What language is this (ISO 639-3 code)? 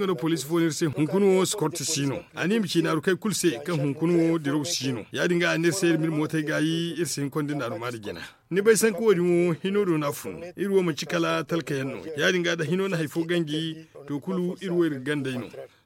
dje